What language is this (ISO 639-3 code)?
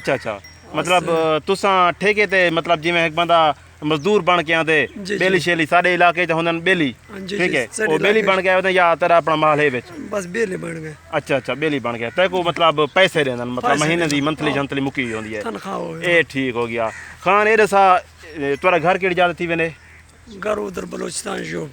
skr